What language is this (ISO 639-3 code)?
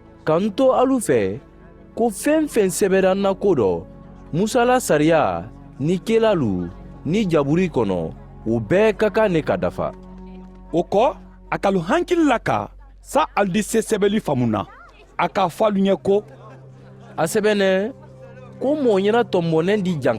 man